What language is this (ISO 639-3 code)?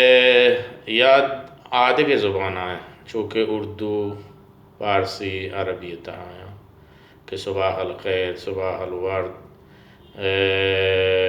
bal